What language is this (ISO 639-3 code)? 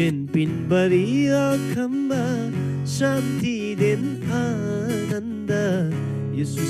taj